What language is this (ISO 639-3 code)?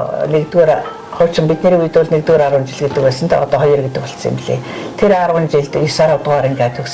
mon